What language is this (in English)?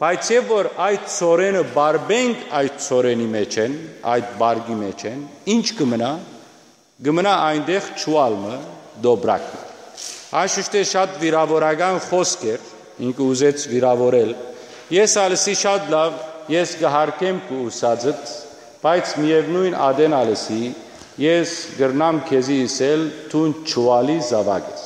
Western Armenian